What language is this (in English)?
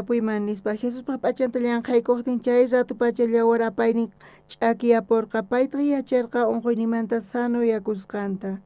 South Bolivian Quechua